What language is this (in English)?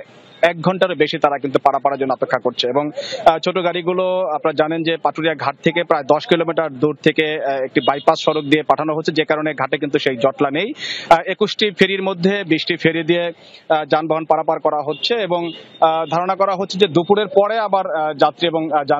Bangla